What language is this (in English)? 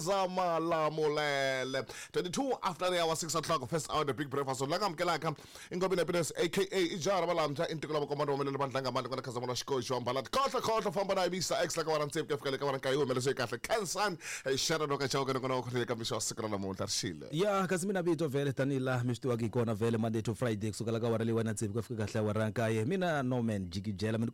Tsonga